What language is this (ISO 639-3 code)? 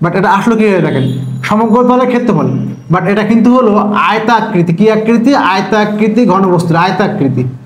ben